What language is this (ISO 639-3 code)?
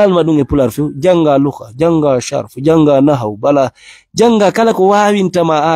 ful